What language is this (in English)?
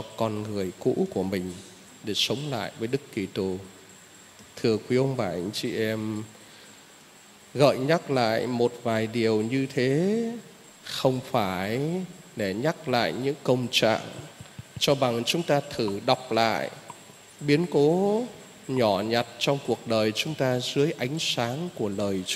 Vietnamese